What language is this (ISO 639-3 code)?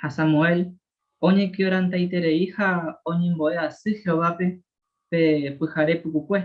grn